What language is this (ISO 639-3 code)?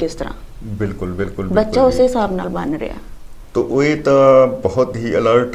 pan